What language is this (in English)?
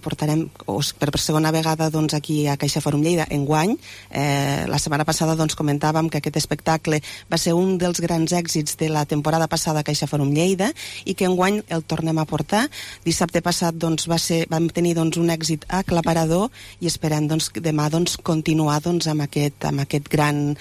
Catalan